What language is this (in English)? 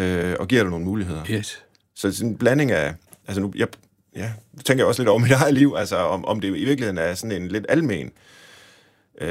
Danish